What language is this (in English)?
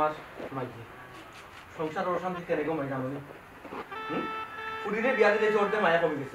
Sylheti